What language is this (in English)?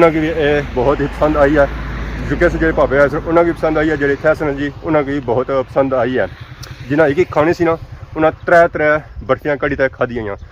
Pahari-Potwari